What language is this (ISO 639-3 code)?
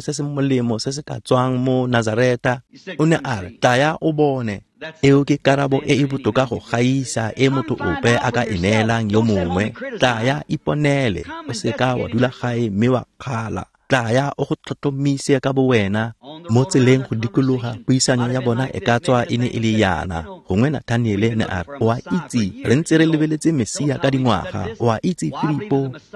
tsn